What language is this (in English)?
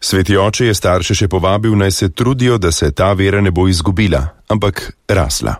Slovenian